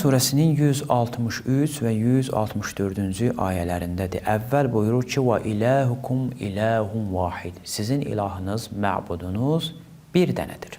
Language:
Azerbaijani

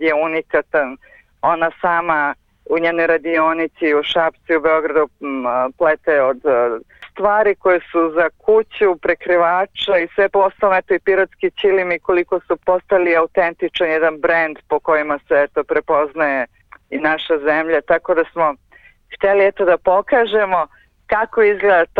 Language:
Serbian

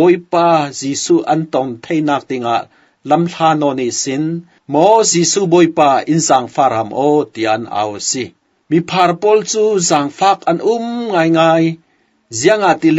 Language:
Falam Chin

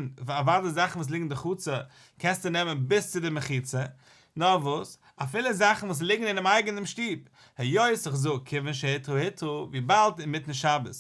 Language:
Yiddish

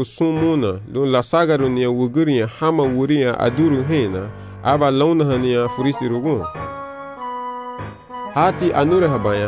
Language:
Garifuna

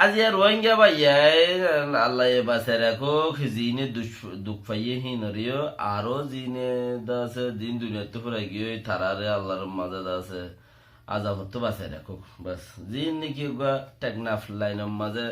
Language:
Rohingya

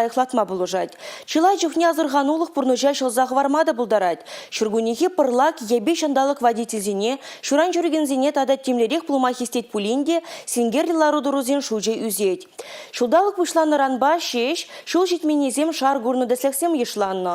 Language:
Chuvash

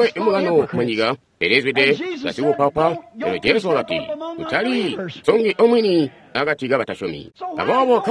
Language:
Tonga (Zambia)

